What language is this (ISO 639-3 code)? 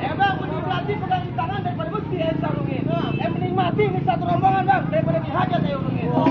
bew